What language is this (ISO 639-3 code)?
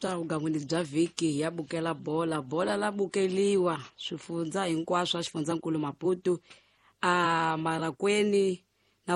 tso